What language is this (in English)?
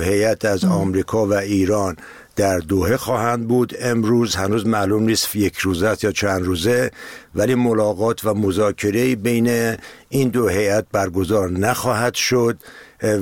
Persian